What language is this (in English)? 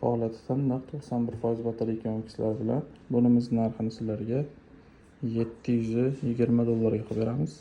Uzbek